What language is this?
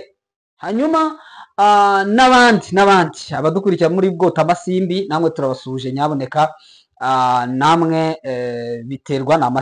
Kinyarwanda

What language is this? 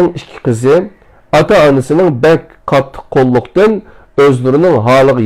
Uyghur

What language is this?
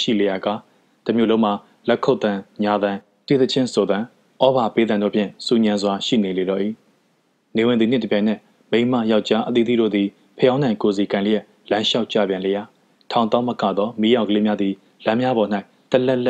Burmese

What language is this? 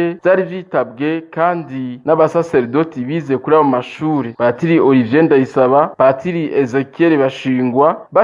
Rundi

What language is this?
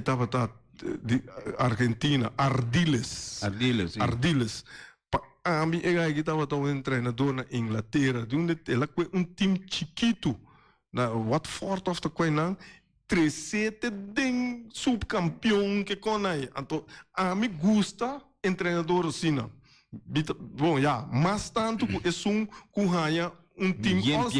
Papiamento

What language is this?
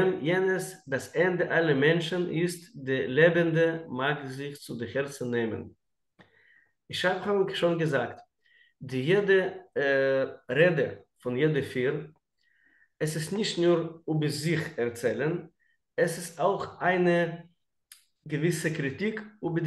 German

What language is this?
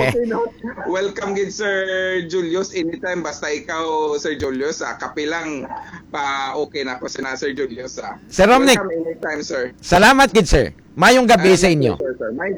Hiligaynon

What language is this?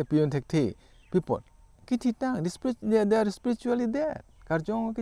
Karbi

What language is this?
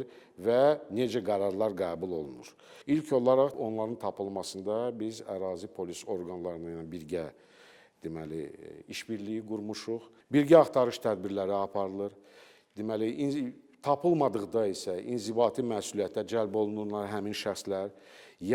Azerbaijani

